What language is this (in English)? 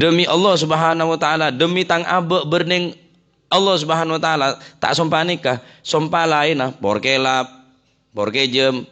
Madurese